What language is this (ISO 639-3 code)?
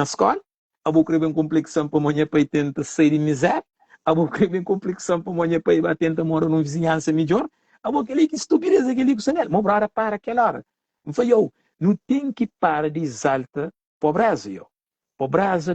kea